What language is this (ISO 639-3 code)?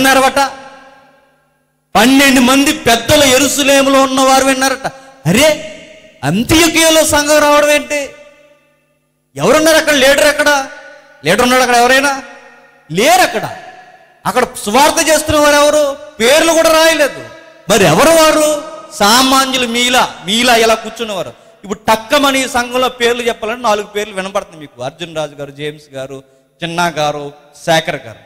tel